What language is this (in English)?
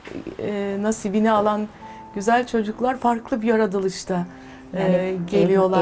Turkish